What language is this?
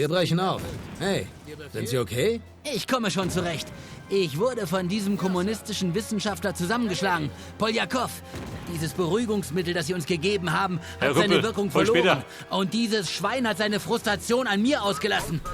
Bavarian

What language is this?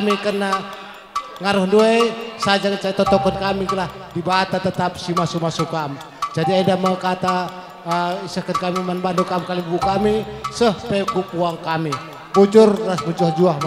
Batak Karo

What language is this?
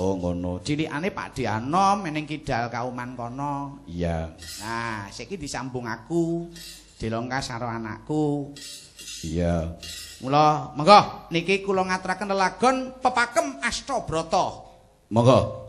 Javanese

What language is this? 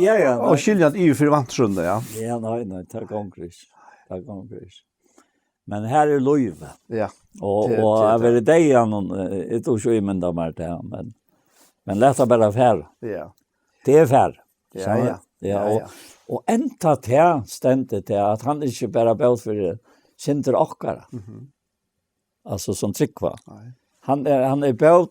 Faroese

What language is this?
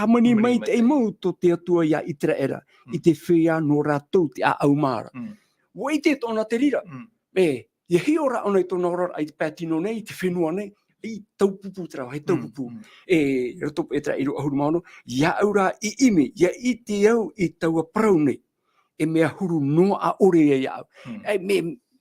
Tahitian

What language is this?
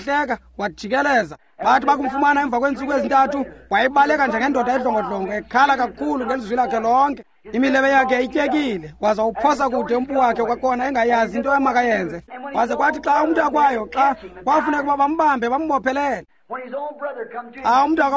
Xhosa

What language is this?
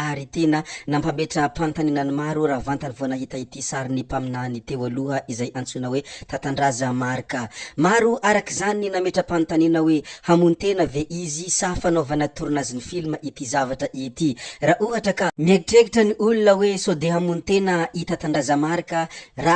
Malagasy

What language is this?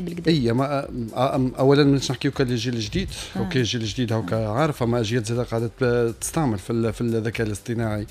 Tunisian Arabic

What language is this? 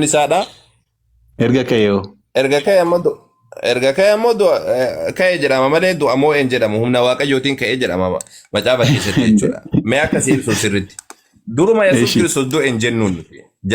Oromo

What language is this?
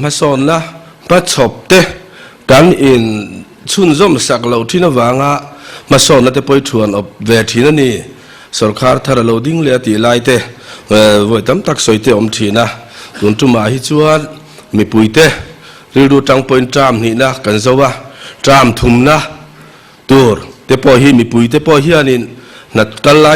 Mizo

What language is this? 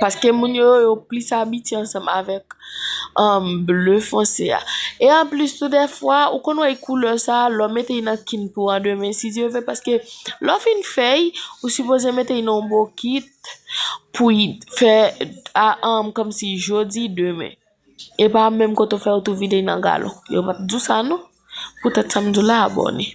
Haitian Creole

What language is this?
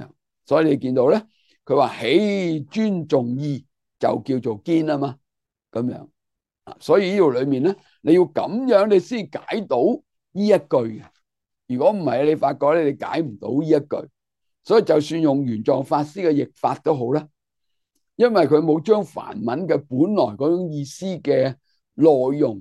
Cantonese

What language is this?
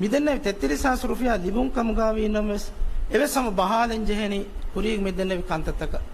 Divehi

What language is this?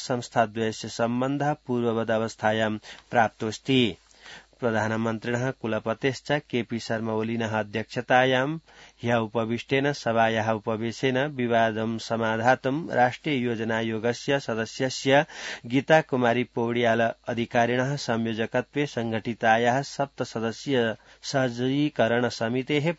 Sanskrit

